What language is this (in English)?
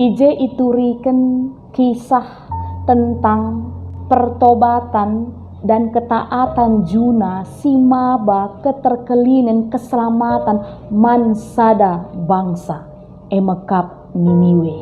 Batak Karo